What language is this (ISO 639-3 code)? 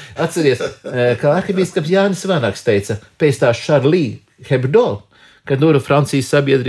lav